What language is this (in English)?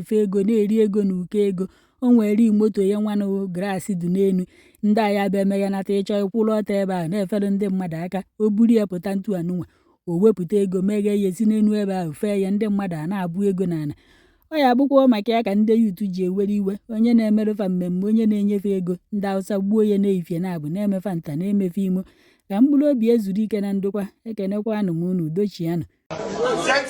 Igbo